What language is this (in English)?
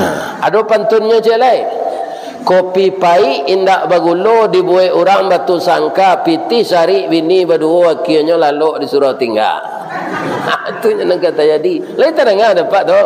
Minangkabau